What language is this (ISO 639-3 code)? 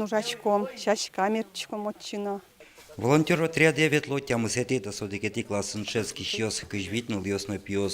udm